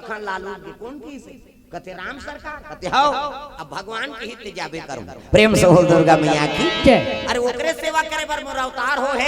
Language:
Chhattisgarhi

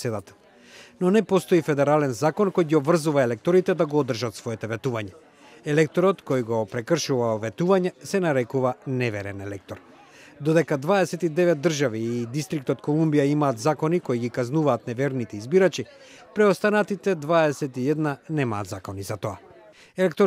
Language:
Macedonian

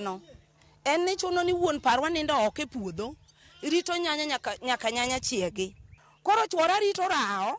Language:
Luo (Kenya and Tanzania)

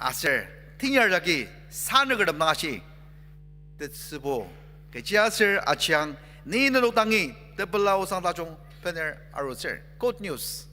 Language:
Ao Naga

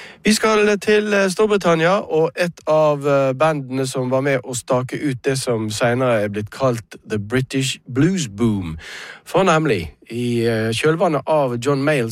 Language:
Norwegian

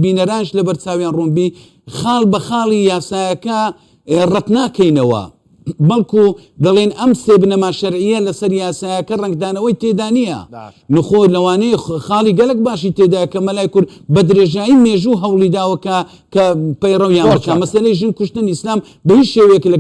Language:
Central Kurdish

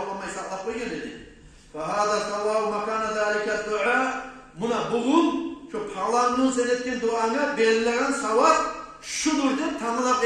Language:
Kumyk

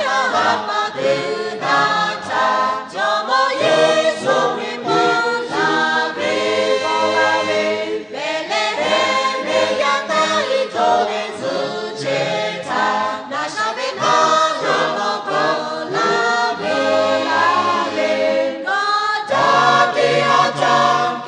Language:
Lahu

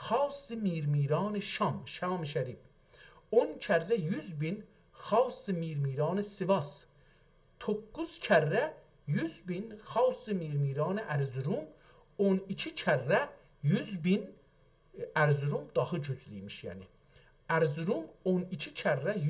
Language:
South Azerbaijani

